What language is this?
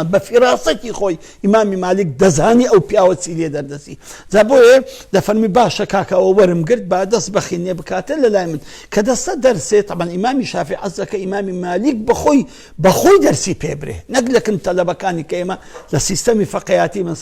Central Kurdish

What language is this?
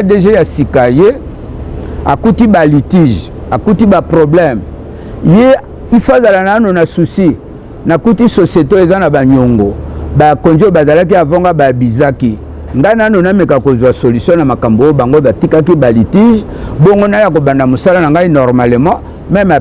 Lingala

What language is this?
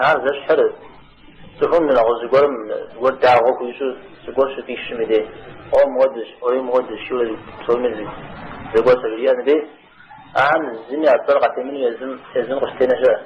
Kabardian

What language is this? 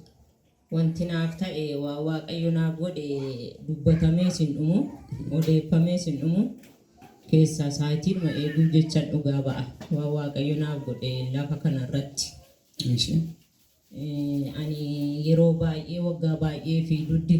Oromo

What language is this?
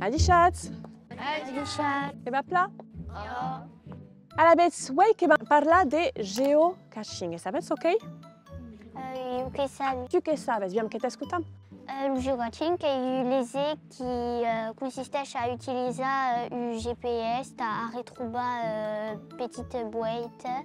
Occitan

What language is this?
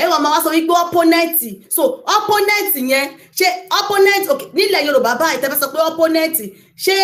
Yoruba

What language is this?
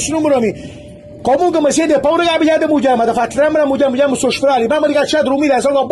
Neapolitan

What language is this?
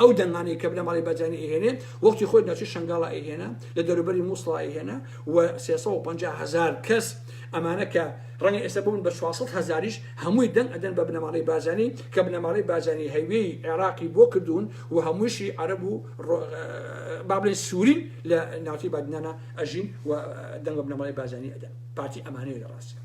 Central Kurdish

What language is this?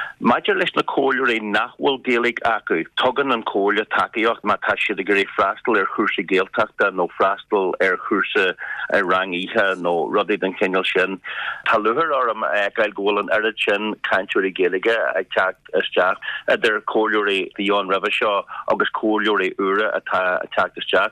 Irish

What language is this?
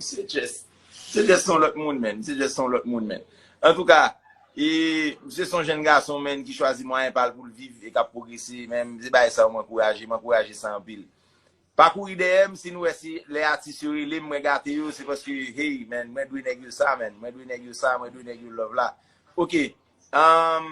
Haitian Creole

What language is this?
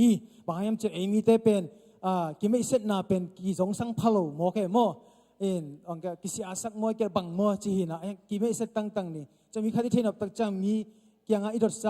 Tedim Chin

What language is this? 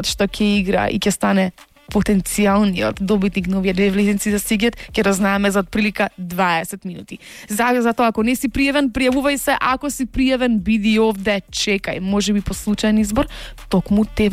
Macedonian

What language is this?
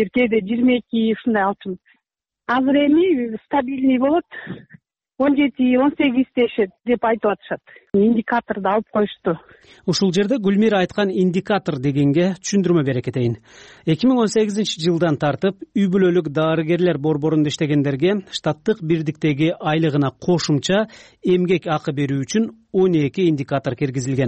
Kyrgyz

